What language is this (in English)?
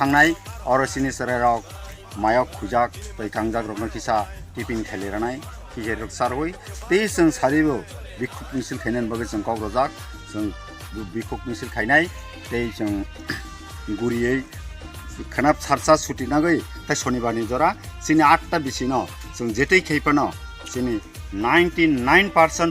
Kok Borok